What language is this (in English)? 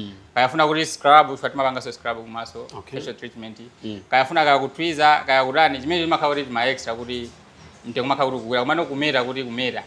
Nyanja